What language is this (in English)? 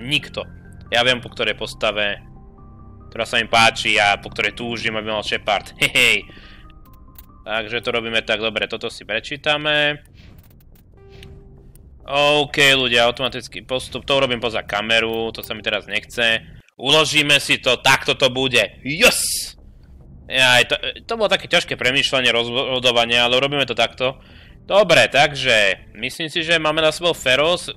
Slovak